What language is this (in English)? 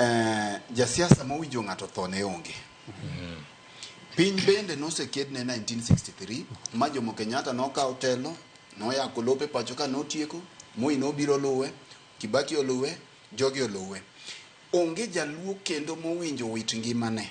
Luo (Kenya and Tanzania)